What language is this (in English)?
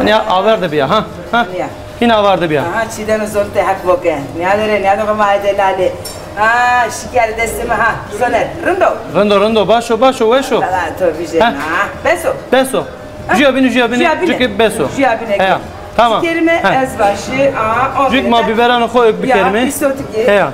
Zaza